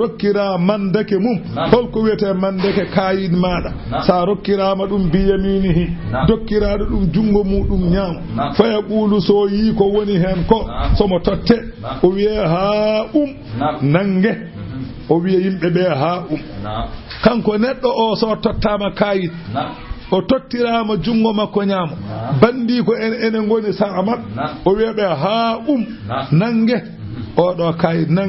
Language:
Fula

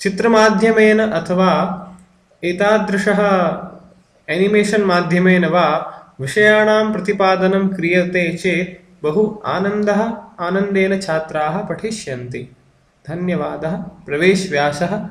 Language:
Sanskrit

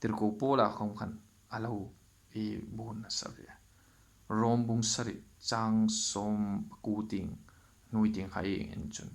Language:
Hmar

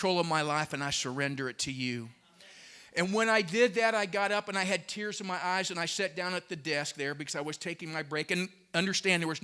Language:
English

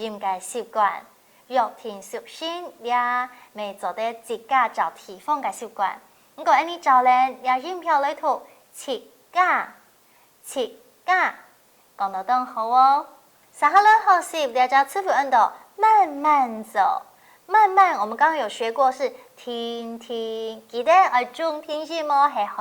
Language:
Hakka Chinese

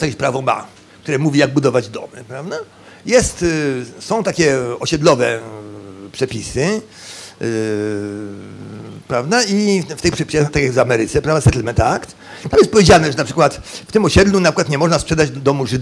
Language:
Polish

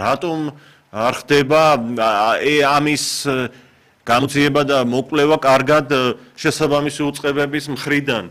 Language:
Georgian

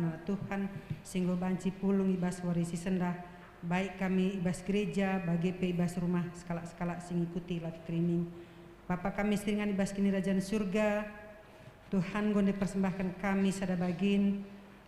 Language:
Batak Karo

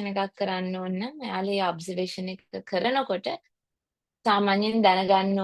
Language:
Sinhala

